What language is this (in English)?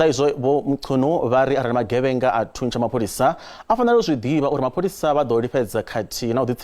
Venda